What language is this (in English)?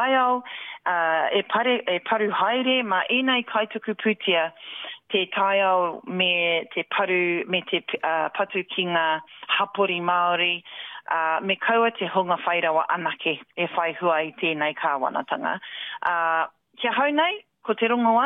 Māori